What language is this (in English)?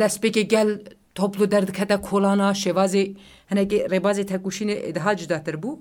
Kurdish